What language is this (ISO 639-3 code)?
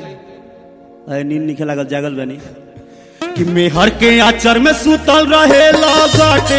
bho